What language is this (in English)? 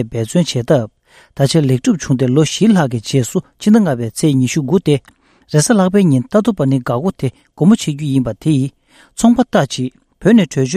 Tibetan